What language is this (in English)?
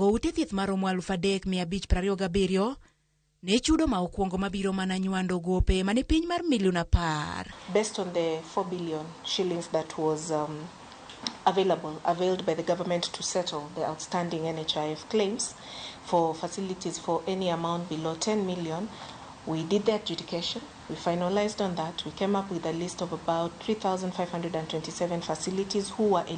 Luo (Kenya and Tanzania)